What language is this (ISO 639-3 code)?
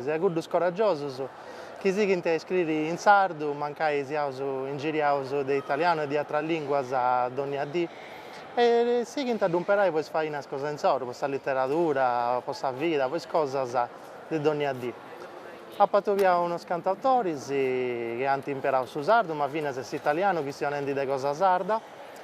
srd